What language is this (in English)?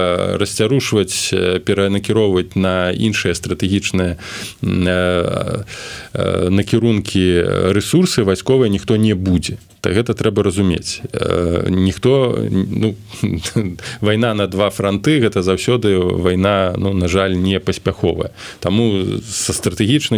Belarusian